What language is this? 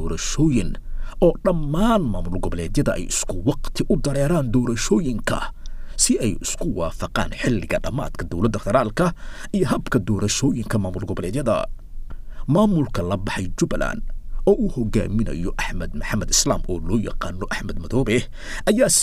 Somali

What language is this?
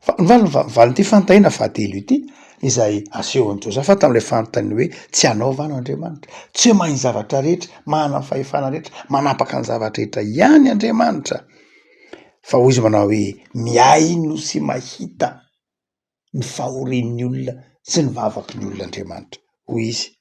Malagasy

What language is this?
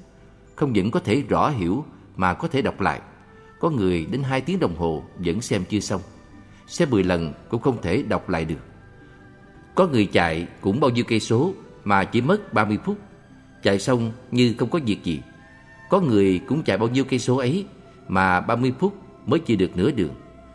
Vietnamese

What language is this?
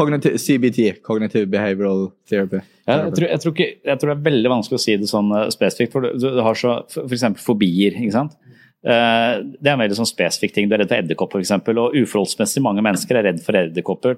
Norwegian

